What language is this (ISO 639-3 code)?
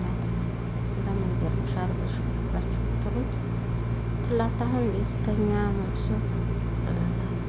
amh